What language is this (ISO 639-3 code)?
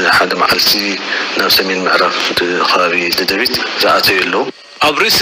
tir